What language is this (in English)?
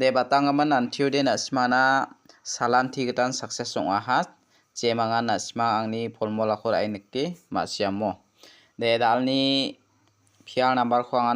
Garo